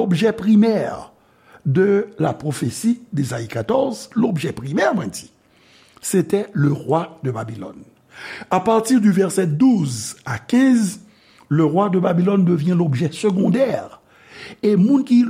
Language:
Haitian Creole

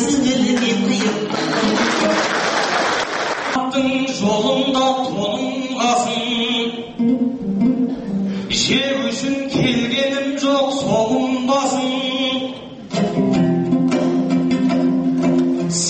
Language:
Kazakh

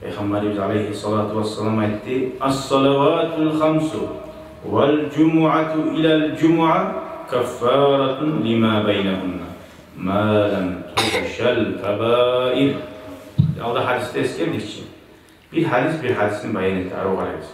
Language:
Kumyk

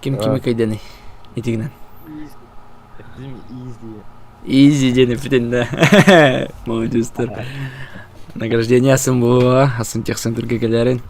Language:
Yakut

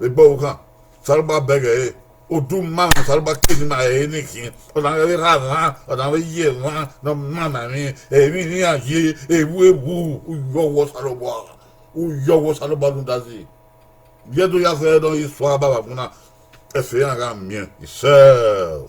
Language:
Bini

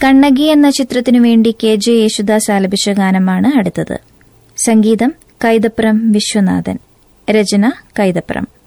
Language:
Malayalam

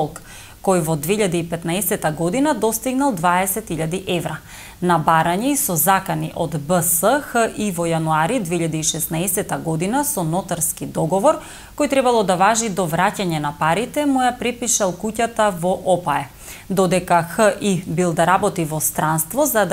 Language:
Macedonian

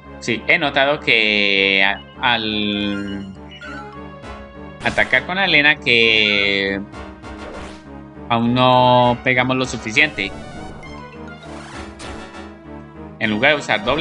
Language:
Spanish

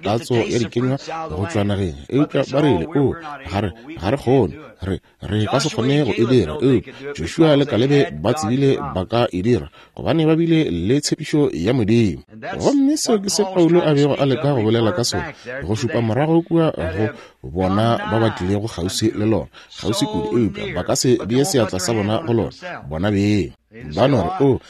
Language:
Northern Sotho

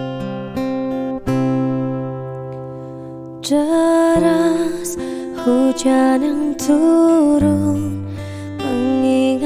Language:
Indonesian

